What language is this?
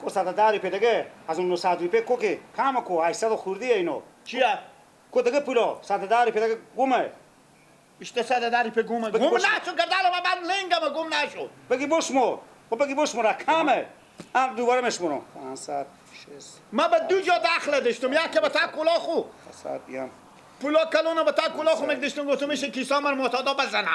Persian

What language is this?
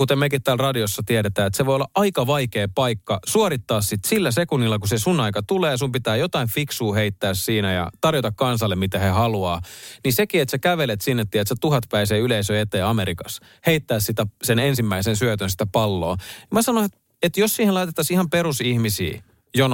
Finnish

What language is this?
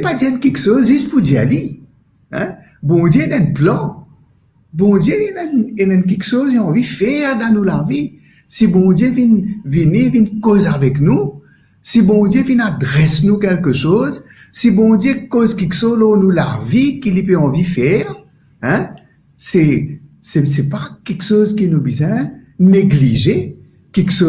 Morisyen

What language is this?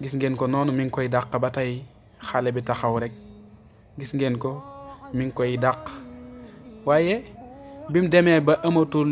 Wolof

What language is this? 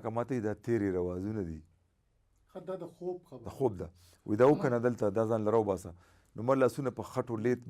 Pashto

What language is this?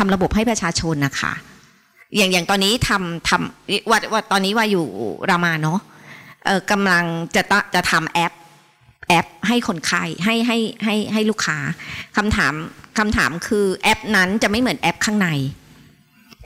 Thai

